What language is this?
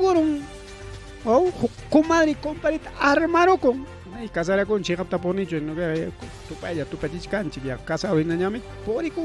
Ayacucho Quechua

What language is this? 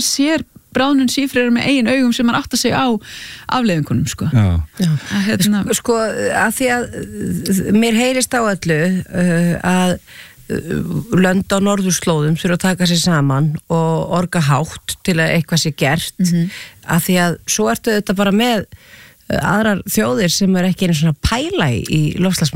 Icelandic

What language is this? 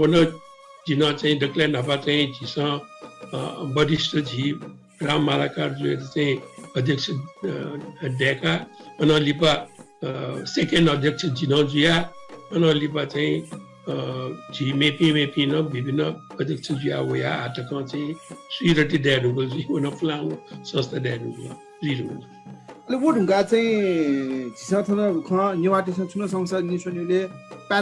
Newari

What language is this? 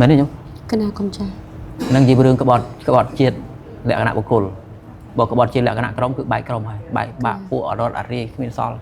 Khmer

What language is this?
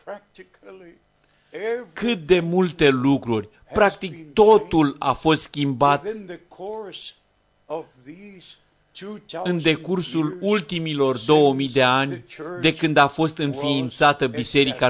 Romanian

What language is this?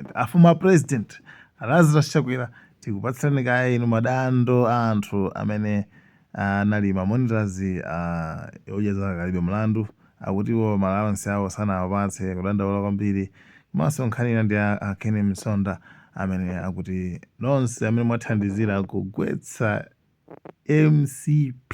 Nyanja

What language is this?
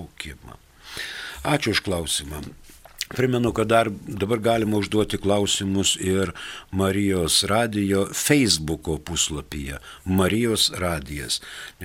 Lithuanian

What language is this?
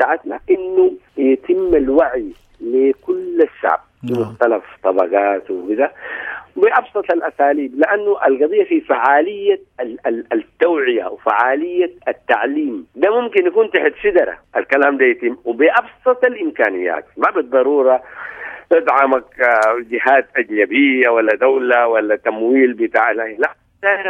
Sudanese Arabic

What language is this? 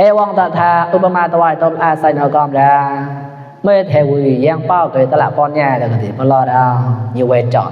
Mon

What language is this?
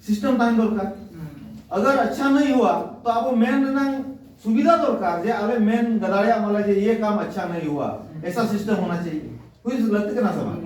Santali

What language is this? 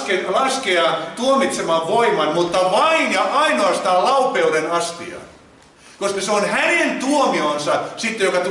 Finnish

